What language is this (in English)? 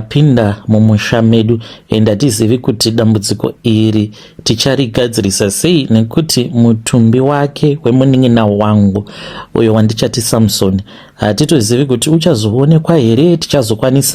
Shona